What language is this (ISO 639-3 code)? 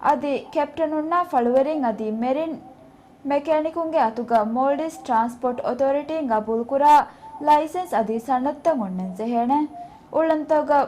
div